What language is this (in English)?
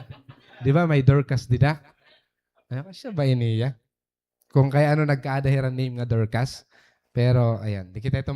Waray